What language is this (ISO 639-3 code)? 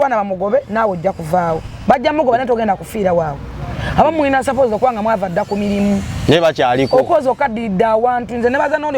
lug